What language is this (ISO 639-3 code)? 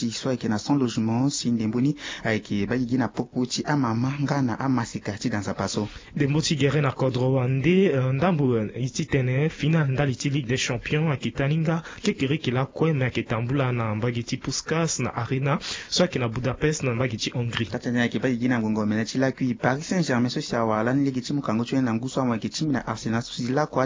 sag